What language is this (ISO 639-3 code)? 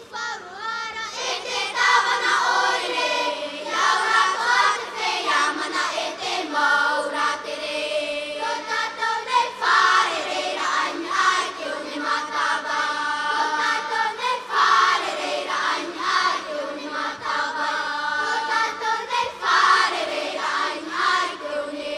tah